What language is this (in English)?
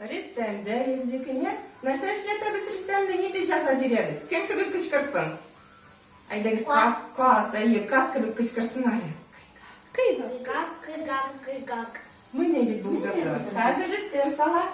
Tatar